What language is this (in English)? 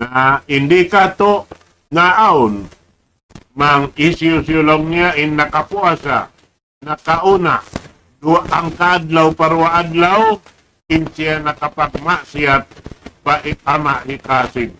Tausug